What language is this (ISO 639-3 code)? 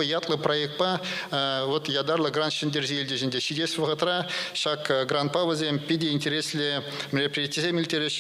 chv